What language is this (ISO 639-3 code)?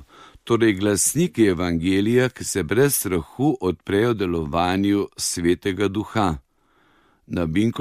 slv